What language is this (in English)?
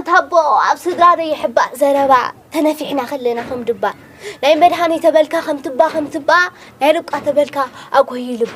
Tigrinya